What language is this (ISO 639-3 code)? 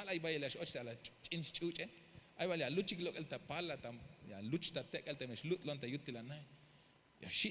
tzh